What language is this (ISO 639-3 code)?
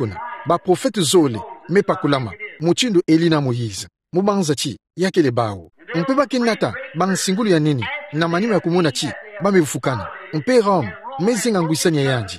ktu